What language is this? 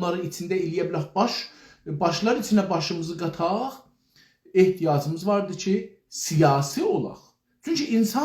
South Azerbaijani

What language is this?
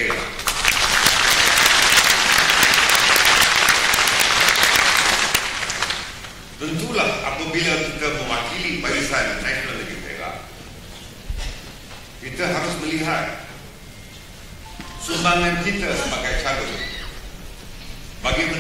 Malay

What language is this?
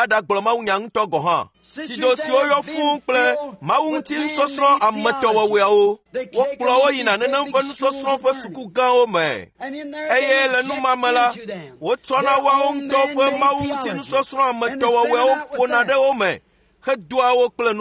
Ewe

